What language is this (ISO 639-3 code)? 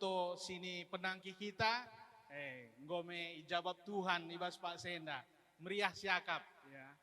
btx